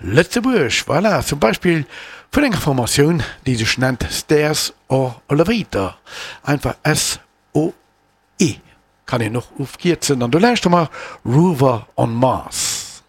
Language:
Luxembourgish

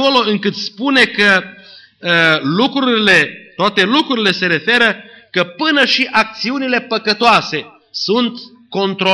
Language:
Romanian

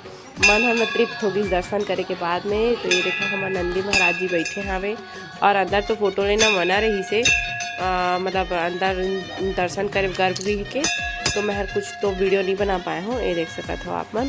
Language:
Chhattisgarhi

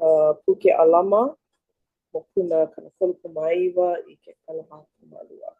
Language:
Hawaiian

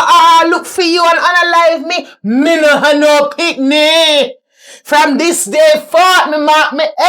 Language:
Jamaican Creole English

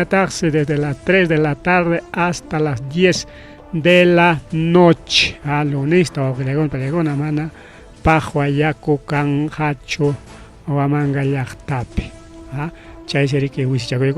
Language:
Ayacucho Quechua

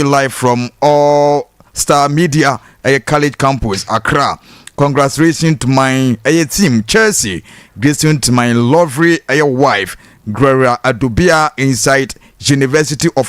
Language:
Akan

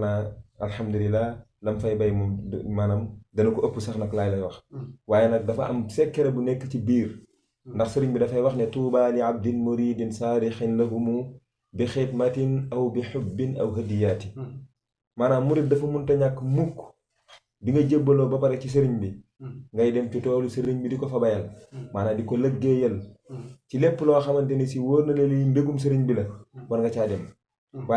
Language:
Wolof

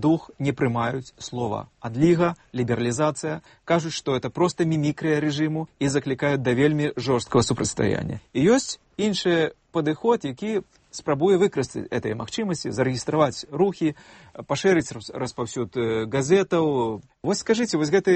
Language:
Belarusian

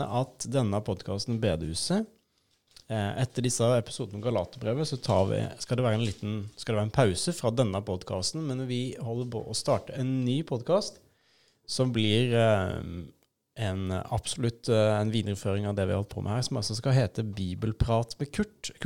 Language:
Norwegian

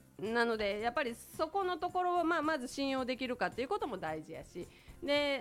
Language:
Japanese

